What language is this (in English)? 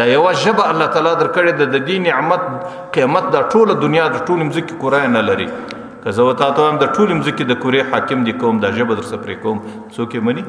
Pashto